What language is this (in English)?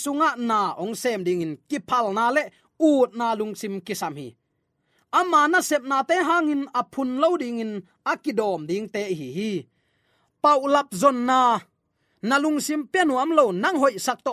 Tedim Chin